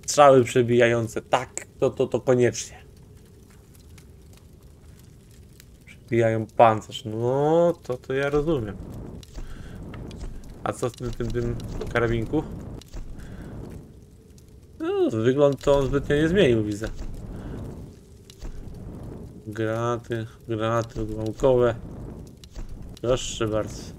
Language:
Polish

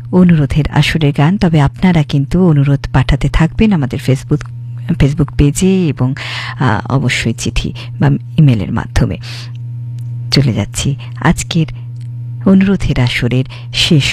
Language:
Bangla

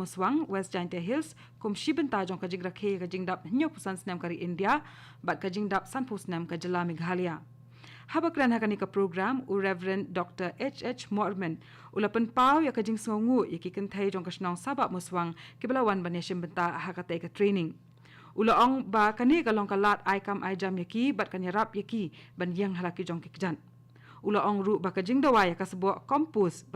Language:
Khasi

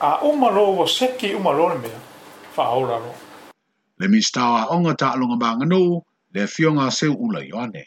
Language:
Samoan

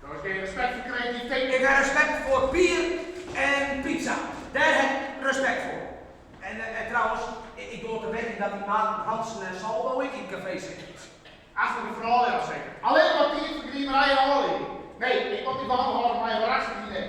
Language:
Western Frisian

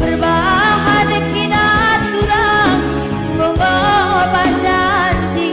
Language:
Batak Karo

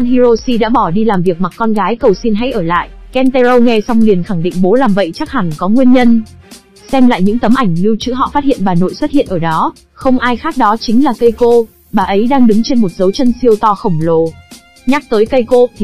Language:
Vietnamese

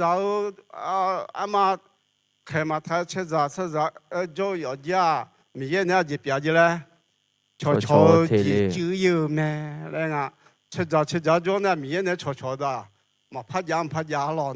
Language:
Akha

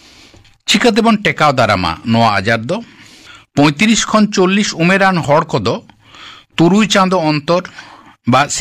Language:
Santali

